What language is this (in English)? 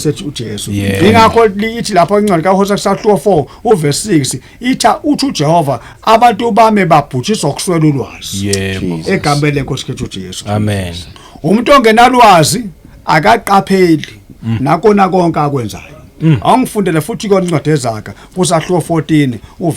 Zulu